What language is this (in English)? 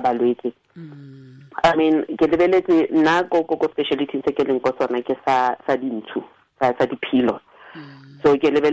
Tswana